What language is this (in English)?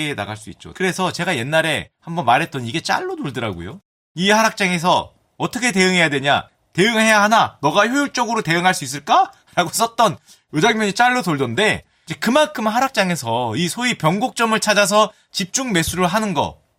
Korean